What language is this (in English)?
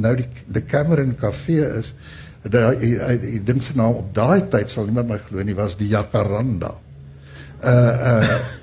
Afrikaans